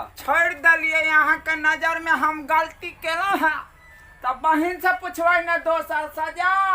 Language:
Maithili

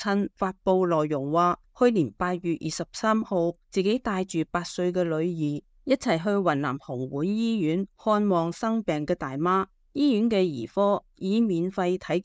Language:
Cantonese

